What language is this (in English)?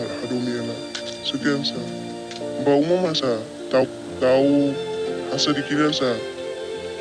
Tetum